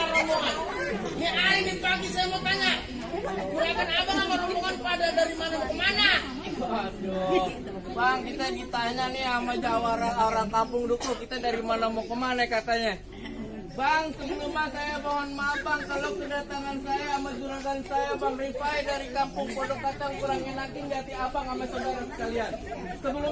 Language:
Betawi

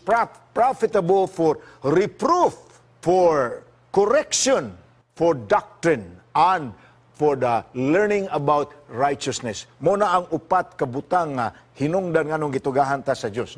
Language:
Cebuano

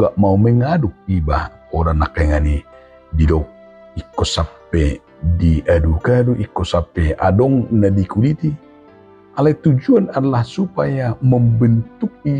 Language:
Batak Toba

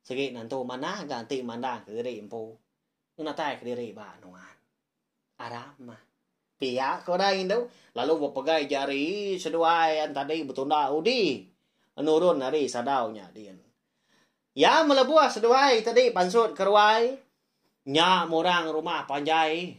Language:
Iban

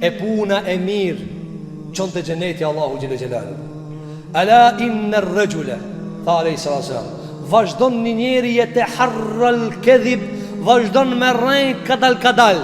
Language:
Albanian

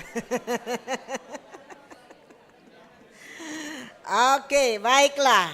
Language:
Batak Simalungun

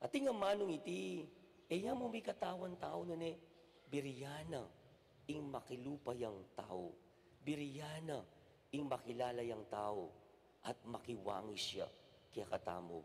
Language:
Pampanga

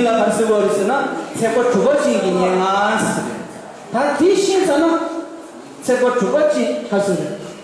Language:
Tibetan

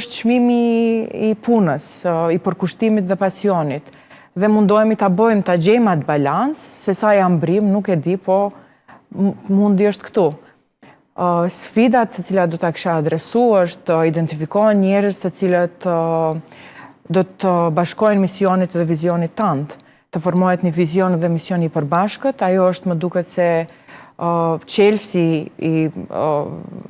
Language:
Albanian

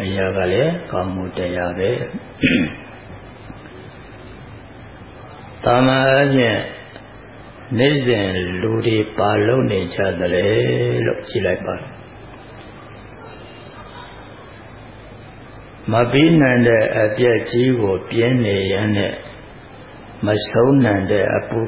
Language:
Burmese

